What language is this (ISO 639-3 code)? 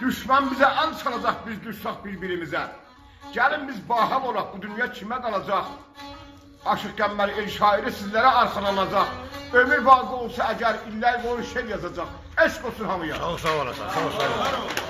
azb